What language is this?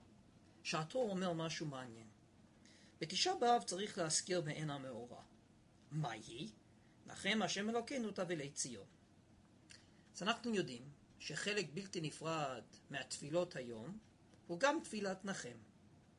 Hebrew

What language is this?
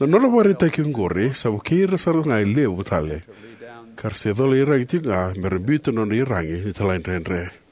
Fijian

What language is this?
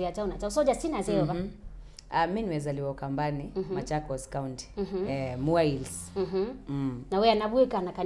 Kamba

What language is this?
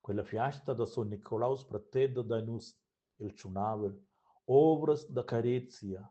Romansh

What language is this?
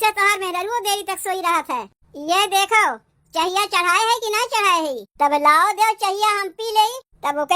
Awadhi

